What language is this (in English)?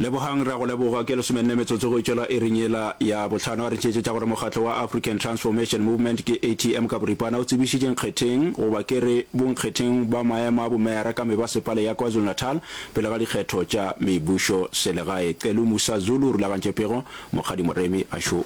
Northern Sotho